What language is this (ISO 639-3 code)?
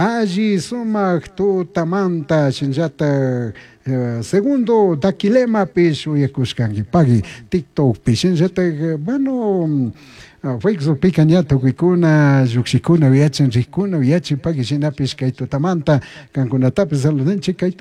qug